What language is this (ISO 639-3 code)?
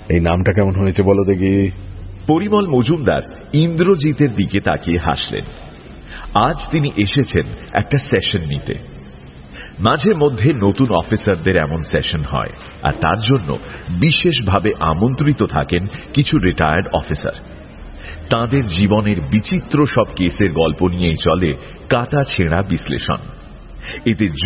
ben